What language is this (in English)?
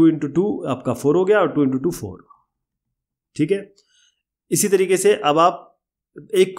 Hindi